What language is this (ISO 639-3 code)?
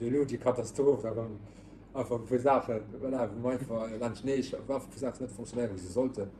ltz